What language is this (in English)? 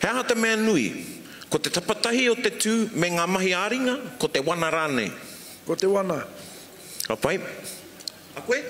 Māori